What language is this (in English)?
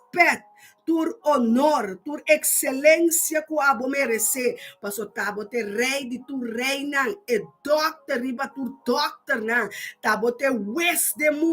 Papiamento